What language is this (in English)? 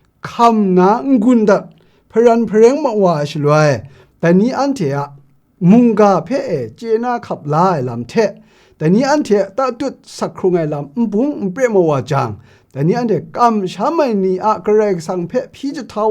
Kachin